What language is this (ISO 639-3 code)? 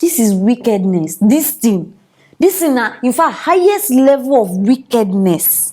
pcm